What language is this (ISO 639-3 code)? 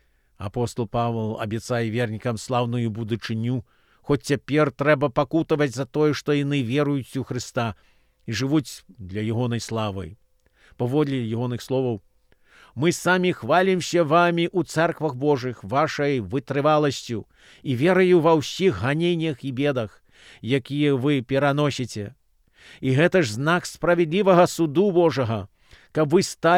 bel